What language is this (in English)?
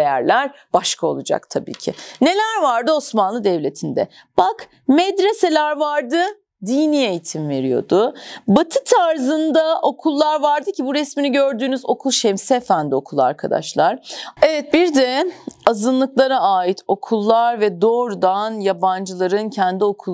Turkish